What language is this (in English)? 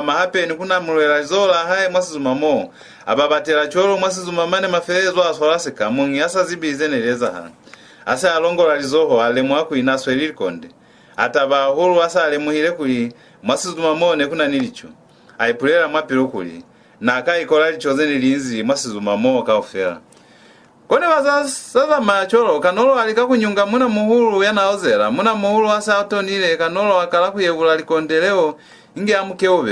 Lozi